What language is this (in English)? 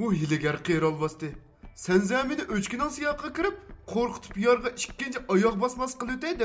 Uyghur